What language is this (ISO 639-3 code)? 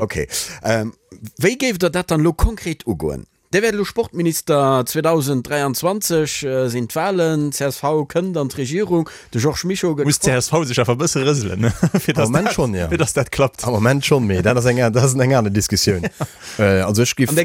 ltz